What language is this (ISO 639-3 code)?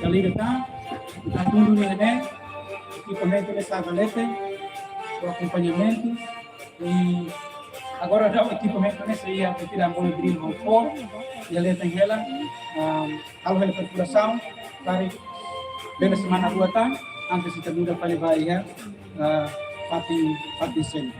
tet